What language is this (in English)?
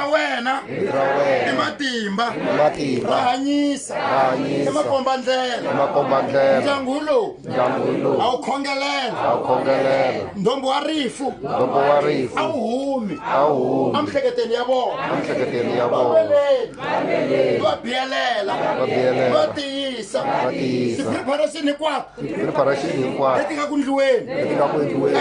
Tsonga